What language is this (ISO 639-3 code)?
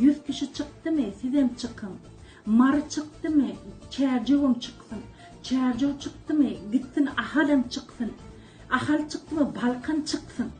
tuk